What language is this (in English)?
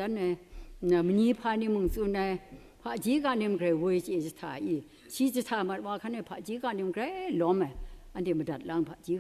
Kachin